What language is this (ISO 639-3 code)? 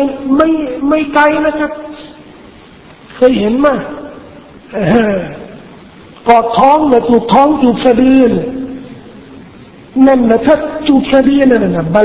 tha